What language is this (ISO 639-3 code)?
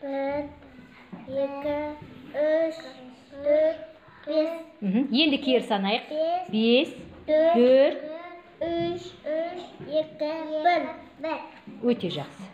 kaz